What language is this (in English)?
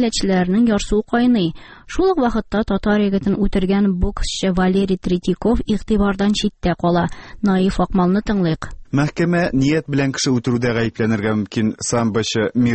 Tatar